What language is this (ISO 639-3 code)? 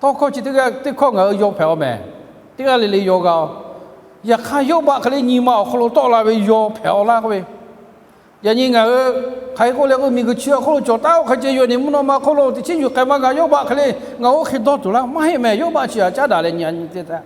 lhu